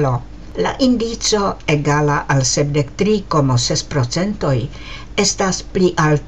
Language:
Esperanto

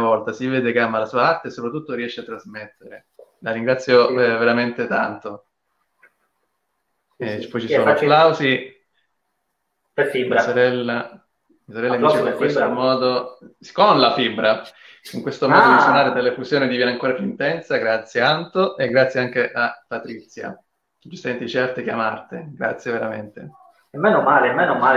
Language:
Italian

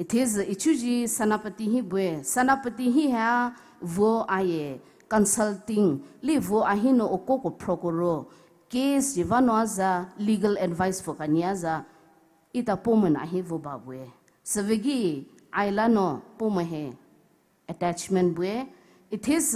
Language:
Poumei Naga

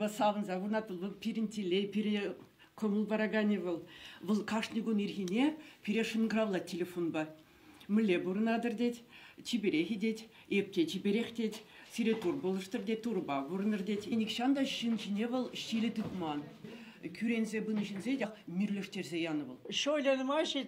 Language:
Chuvash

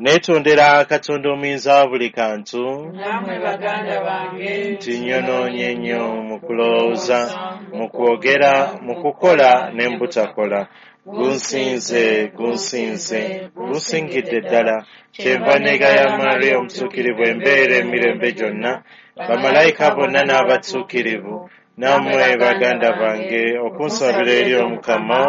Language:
Ganda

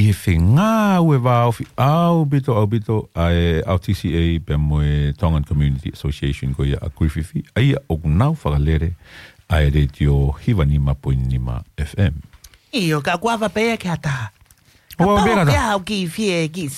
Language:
Tongan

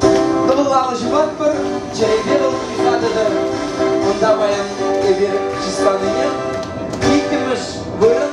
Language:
Chuvash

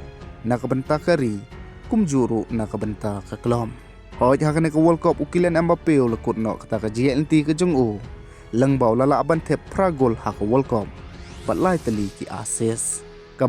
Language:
Khasi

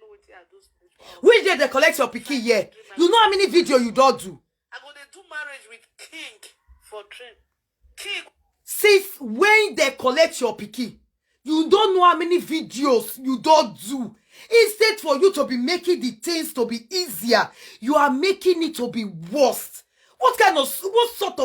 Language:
Nigerian Pidgin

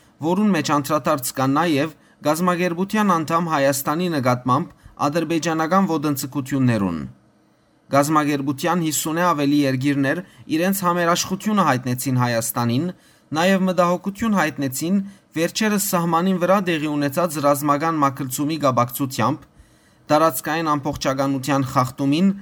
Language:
Western Armenian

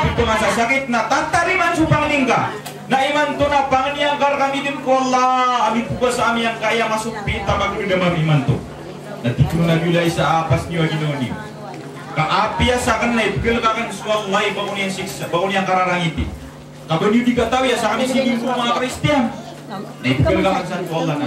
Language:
Maranao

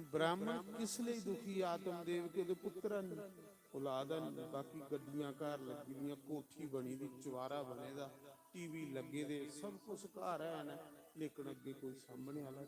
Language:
Dogri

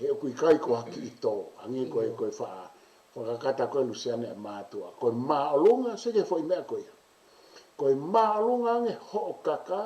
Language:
Tongan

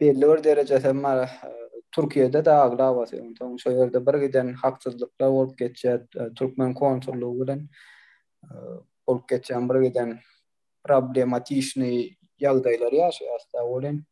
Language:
Turkmen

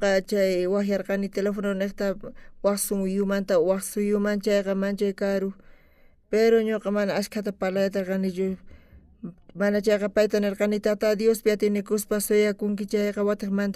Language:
South Bolivian Quechua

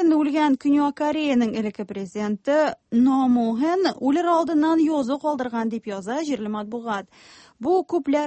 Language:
Tatar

